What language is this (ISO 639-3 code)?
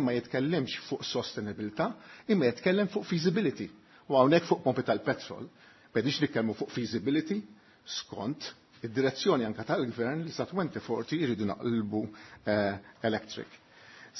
mlt